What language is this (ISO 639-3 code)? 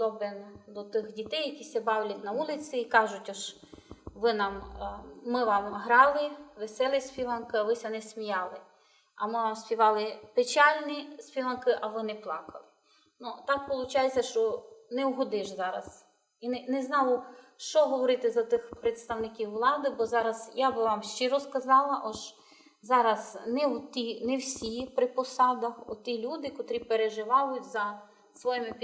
rue